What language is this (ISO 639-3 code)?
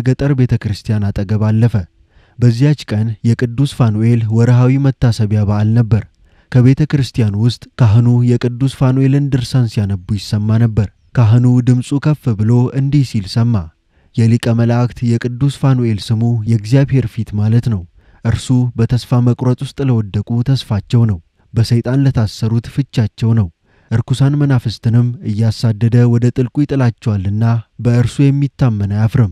amh